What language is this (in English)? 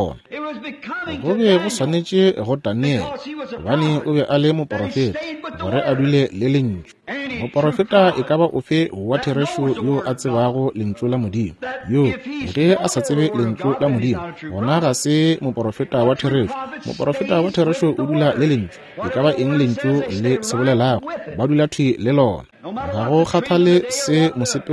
Northern Sotho